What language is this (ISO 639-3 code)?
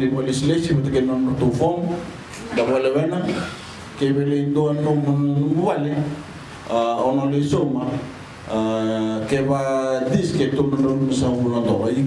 fij